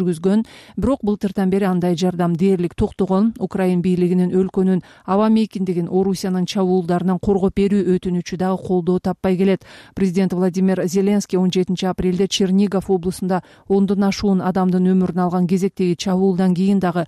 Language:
Kyrgyz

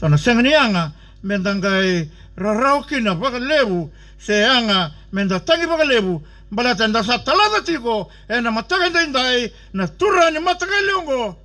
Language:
Fijian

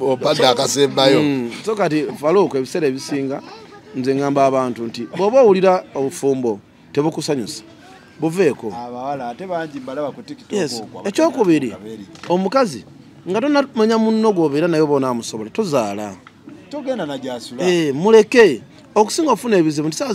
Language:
Ganda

